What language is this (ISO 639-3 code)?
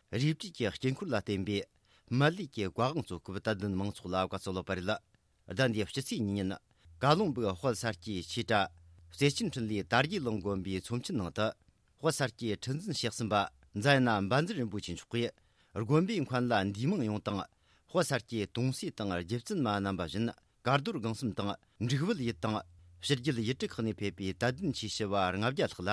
bod